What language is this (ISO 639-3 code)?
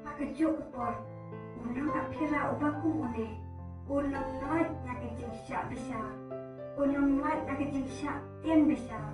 kha